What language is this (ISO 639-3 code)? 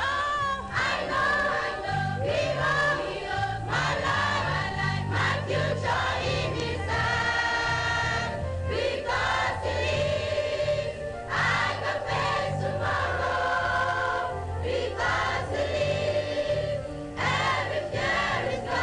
ewe